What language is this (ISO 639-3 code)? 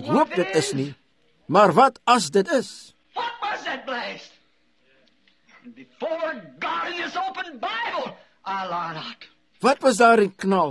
afr